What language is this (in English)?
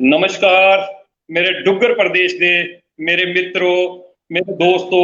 Dogri